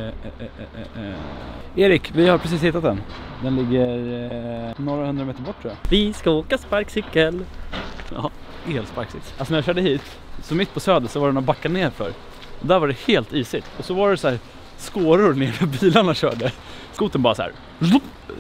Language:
Swedish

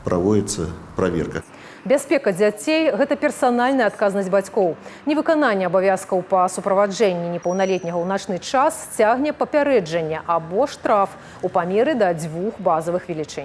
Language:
Belarusian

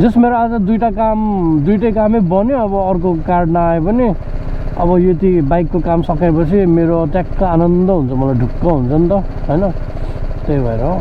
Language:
Nepali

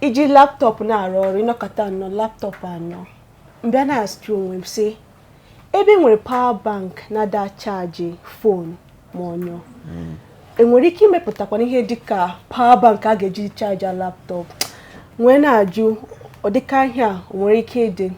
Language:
Igbo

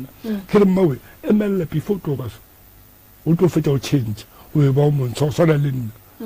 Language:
Northern Sotho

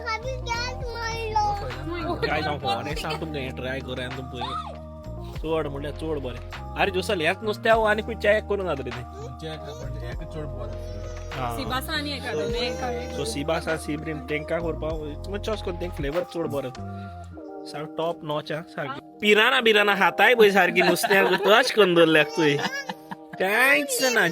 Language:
Konkani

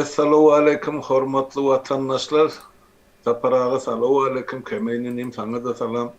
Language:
Turkmen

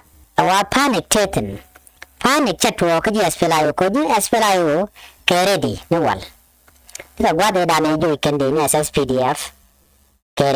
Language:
Nuer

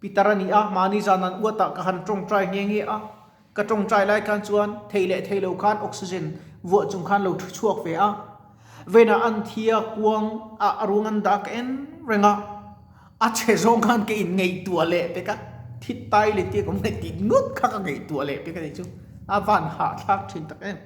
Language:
Mizo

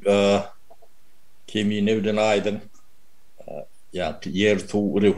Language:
Turkmen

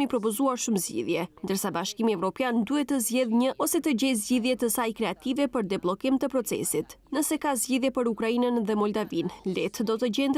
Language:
Albanian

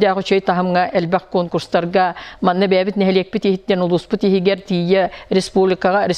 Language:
Yakut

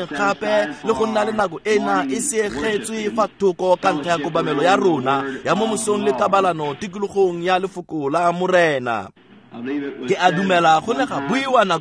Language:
Tswana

